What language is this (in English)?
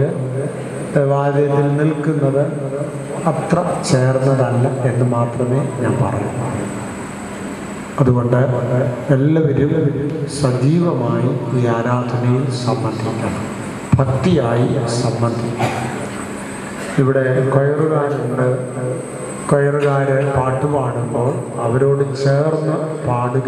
Malayalam